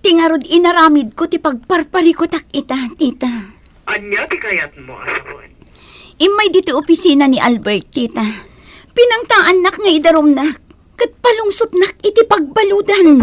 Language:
Iloko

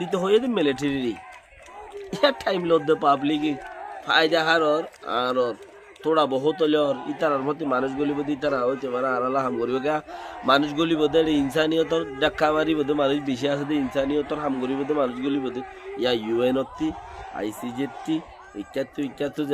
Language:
Rohingya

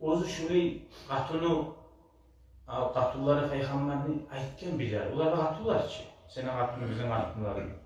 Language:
Kumyk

